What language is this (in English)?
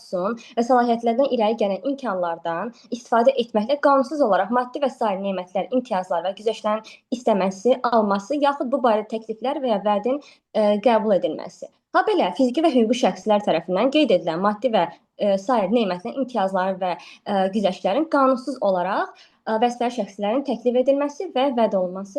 Azerbaijani